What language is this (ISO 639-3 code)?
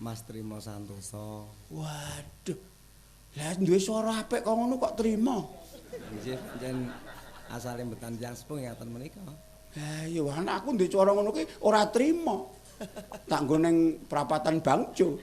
jav